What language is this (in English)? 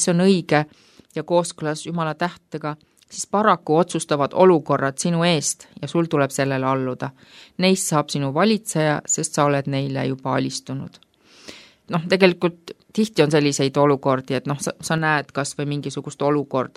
Estonian